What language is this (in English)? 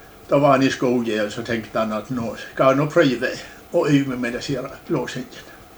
Norwegian